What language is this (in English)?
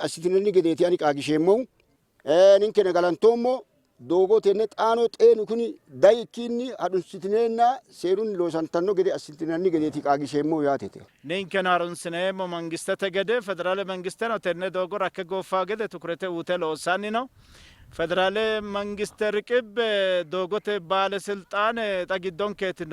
Sidamo